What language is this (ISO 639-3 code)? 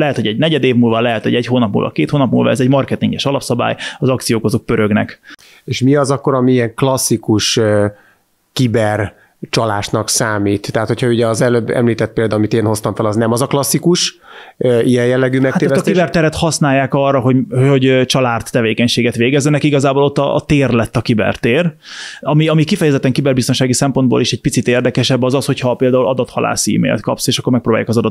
hun